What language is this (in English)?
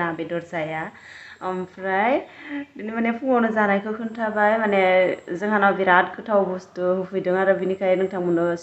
Bodo